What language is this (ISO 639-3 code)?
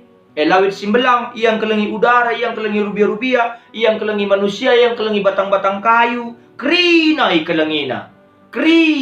btx